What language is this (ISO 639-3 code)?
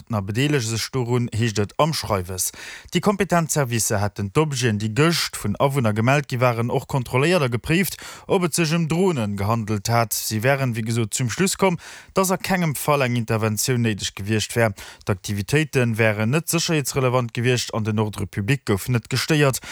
ltz